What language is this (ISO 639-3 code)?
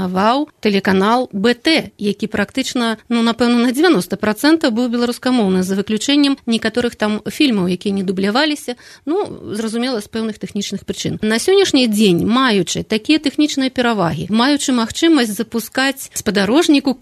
bel